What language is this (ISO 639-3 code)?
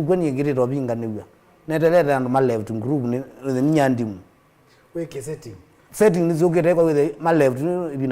kam